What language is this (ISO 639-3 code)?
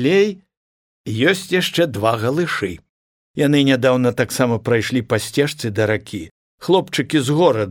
bel